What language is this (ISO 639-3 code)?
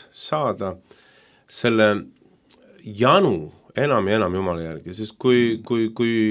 est